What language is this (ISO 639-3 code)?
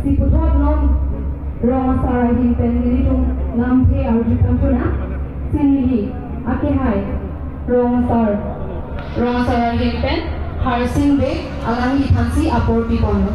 mjw